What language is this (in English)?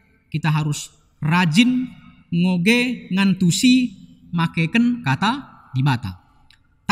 Batak Karo